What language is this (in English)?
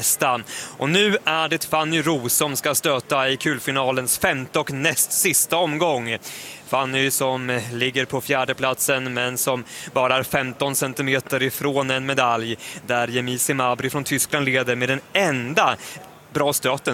Swedish